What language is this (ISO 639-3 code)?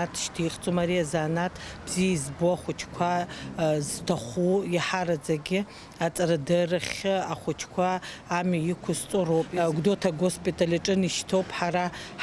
abk